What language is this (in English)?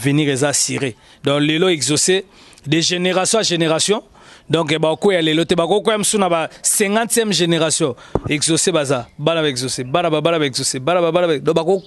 Lingala